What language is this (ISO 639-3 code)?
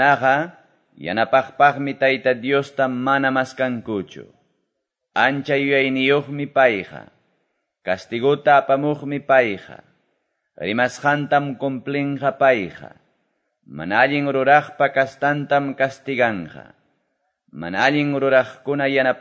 que